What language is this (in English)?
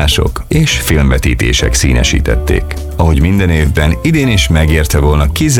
Hungarian